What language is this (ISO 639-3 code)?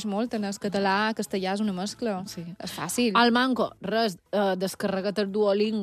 cat